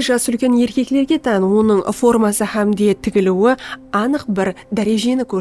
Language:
Kara-Kalpak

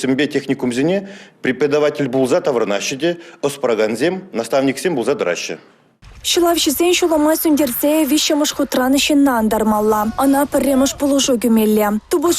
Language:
Chuvash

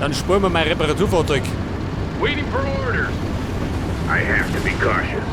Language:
Bavarian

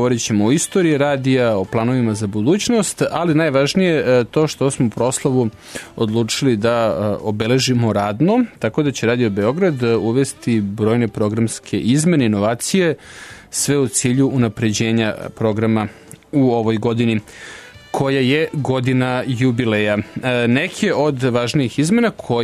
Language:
Serbian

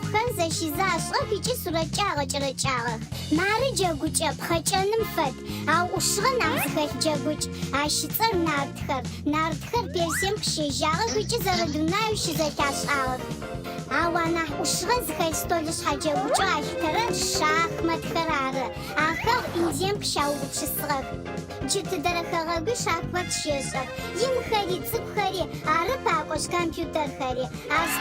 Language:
Adyghe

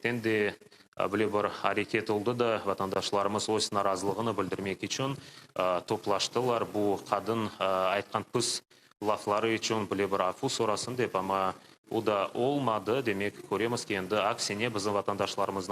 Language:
Crimean Tatar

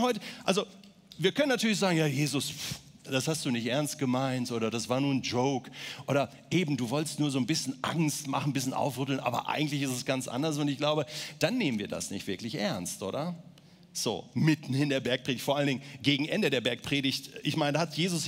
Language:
Swiss German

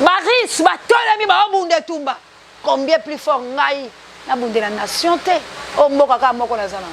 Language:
Lingala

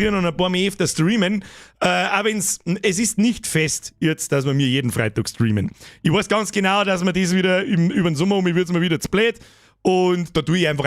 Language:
Bavarian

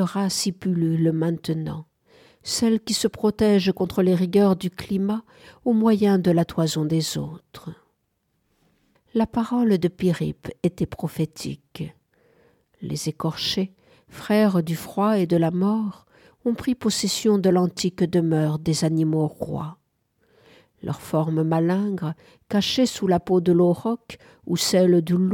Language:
French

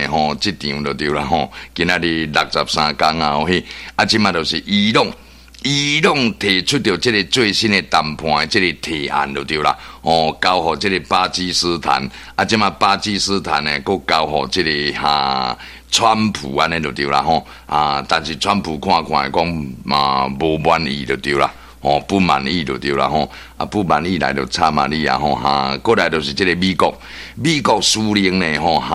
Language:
Min Nan Chinese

